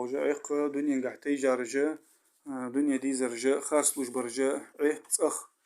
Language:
Ingush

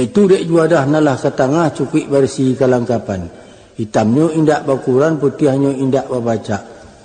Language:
Minangkabau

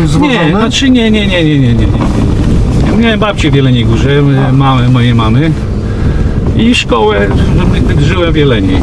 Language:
Polish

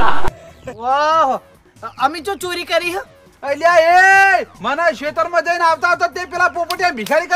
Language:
Gujarati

